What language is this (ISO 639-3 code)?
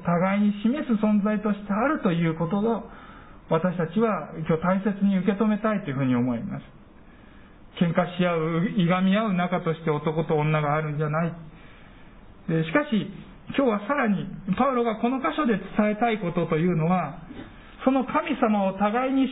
jpn